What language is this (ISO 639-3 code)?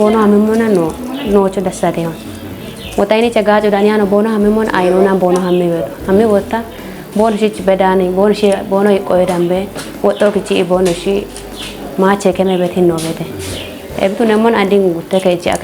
kbr